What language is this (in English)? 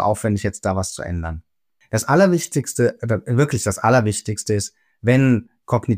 German